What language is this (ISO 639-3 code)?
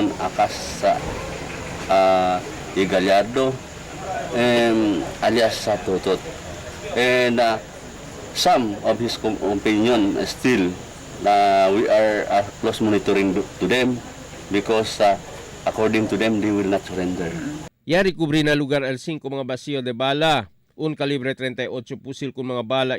cbk